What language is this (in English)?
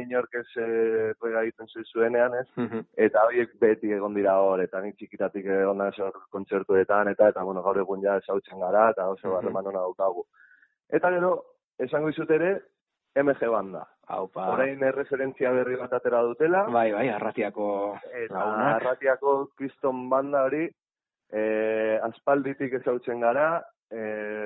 Basque